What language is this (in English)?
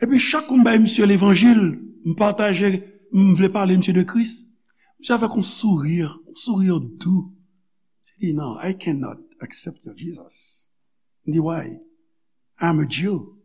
Haitian Creole